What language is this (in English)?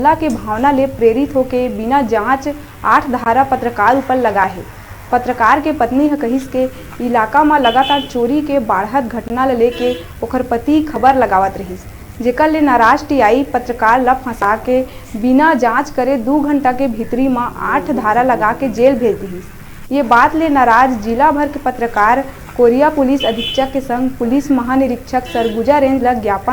Chhattisgarhi